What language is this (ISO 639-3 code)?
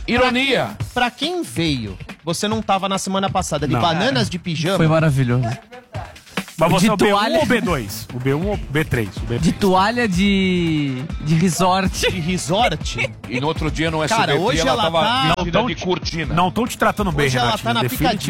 por